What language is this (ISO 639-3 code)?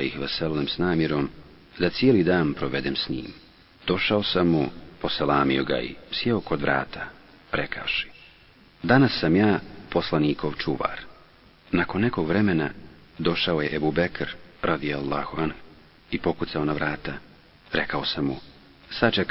bos